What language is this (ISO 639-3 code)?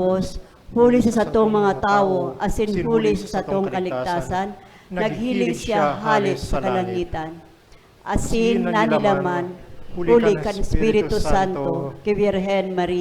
bik